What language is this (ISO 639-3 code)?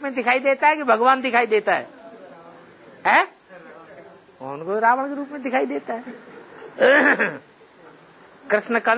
hin